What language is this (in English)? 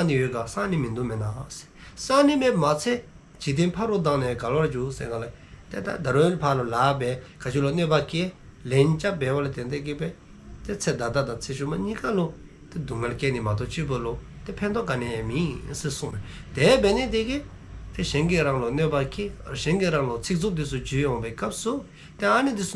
Dzongkha